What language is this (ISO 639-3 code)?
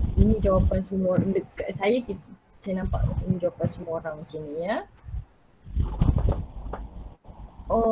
msa